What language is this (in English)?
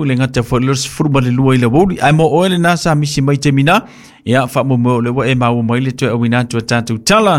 Samoan